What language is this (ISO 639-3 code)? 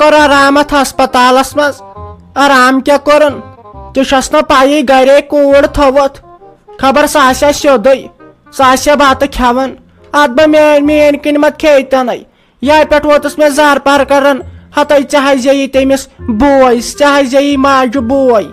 kas